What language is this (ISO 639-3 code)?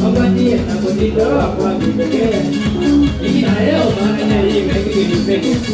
kam